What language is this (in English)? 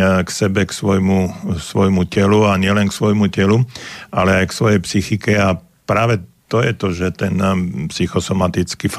Slovak